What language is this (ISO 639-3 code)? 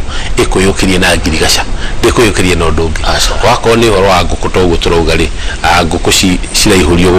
kik